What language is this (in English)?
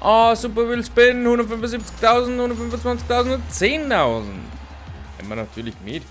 Bavarian